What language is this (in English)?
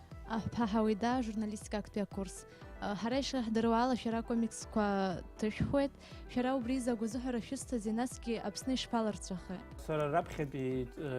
Abkhazian